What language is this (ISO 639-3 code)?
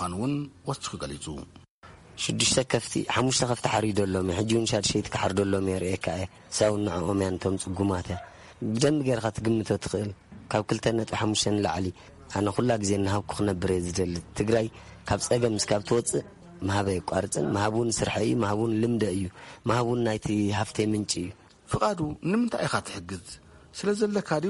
tir